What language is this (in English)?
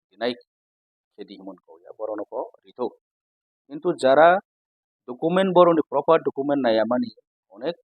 Riang (India)